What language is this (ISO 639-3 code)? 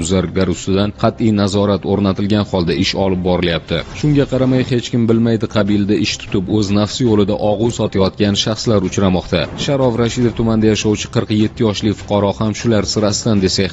uzb